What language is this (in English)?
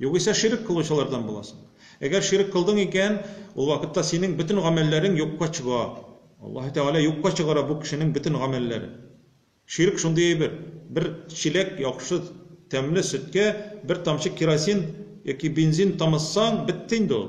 Tatar